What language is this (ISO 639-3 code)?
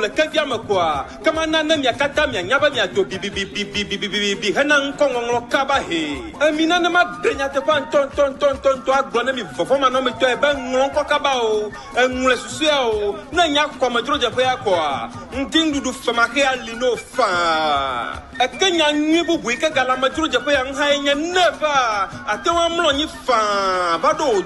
ewe